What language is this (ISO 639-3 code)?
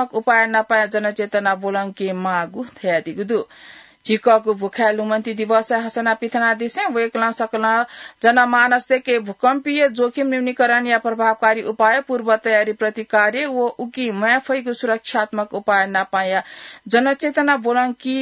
new